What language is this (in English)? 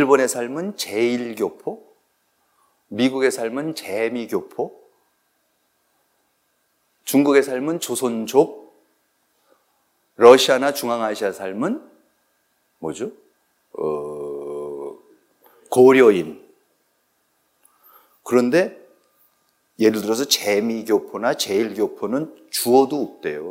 Korean